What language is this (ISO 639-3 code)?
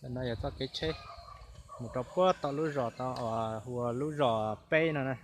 hmn